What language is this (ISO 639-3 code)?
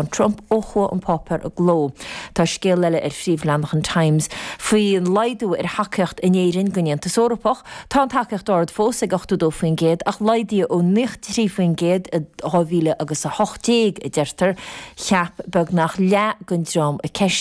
gle